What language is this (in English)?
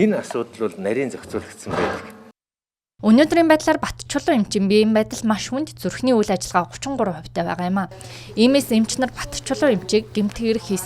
Mongolian